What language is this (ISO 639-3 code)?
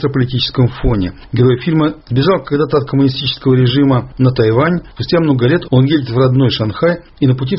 rus